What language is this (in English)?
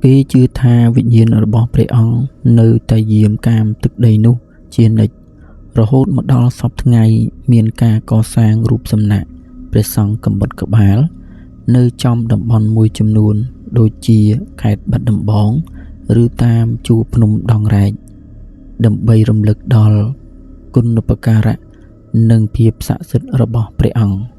Khmer